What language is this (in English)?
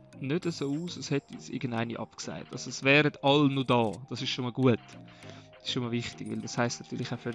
Swiss German